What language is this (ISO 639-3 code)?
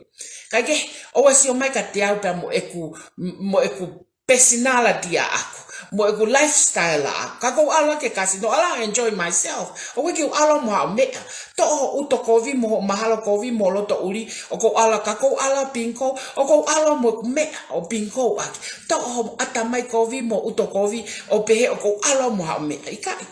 ton